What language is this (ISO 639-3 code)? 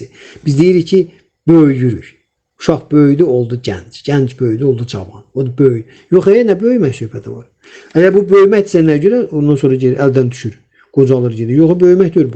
aze